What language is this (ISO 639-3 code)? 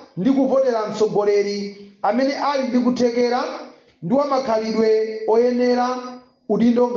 nya